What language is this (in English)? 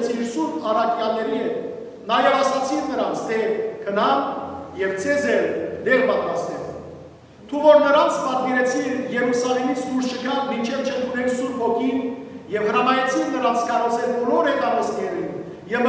Western Armenian